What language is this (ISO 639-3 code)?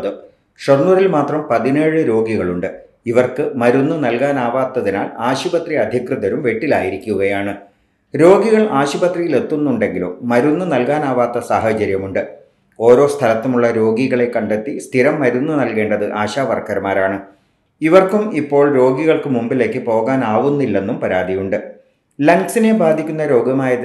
mal